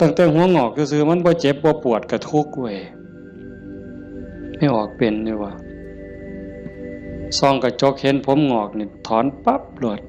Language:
Lao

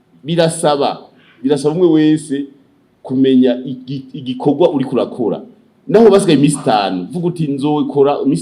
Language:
Rundi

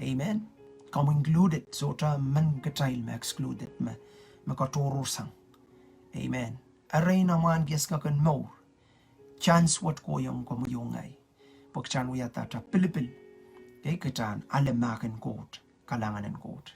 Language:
Pohnpeian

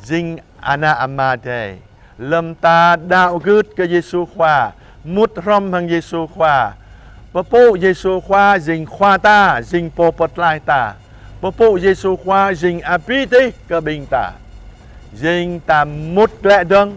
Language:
Jarai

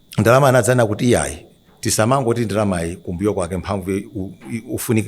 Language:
Nyanja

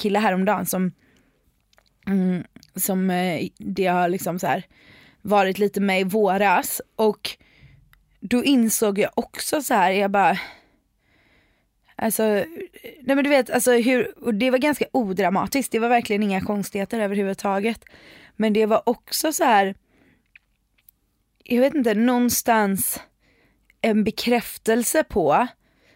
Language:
Swedish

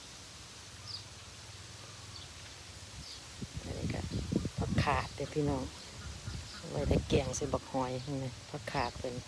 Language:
Lao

